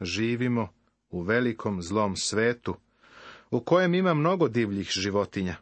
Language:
Serbian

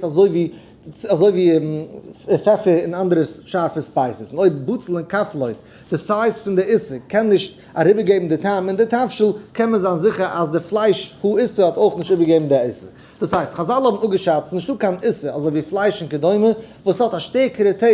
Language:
Yiddish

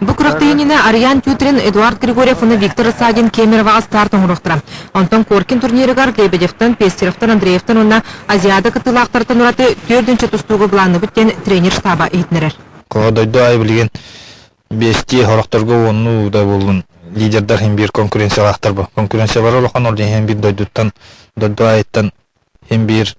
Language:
Yakut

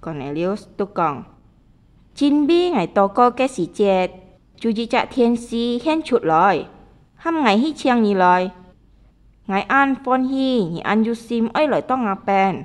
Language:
Hakka Chinese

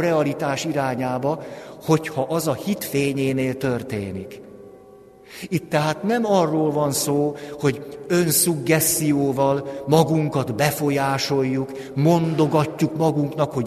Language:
Hungarian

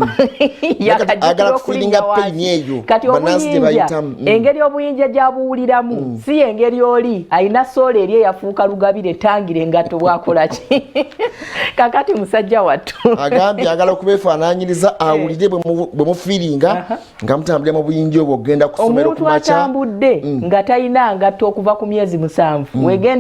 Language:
Ganda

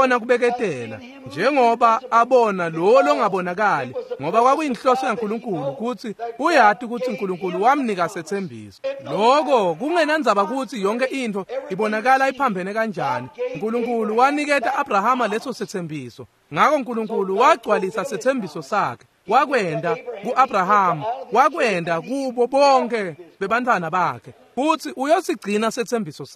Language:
Swati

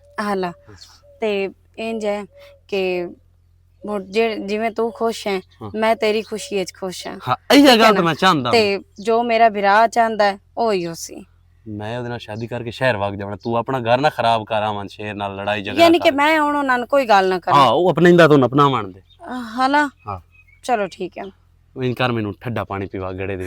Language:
Western Panjabi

